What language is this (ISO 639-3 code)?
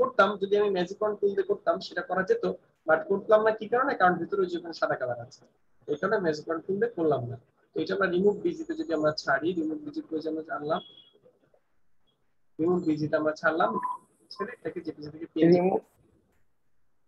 ben